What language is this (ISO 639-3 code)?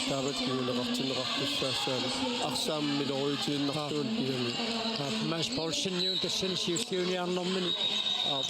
kal